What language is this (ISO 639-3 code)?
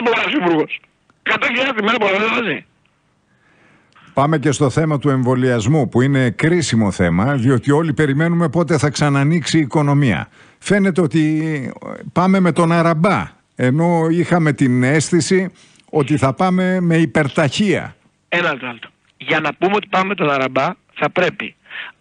ell